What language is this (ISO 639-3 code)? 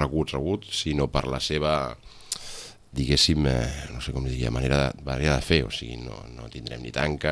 cat